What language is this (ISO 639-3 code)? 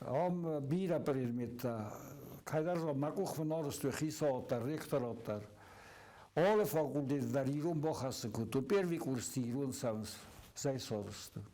oss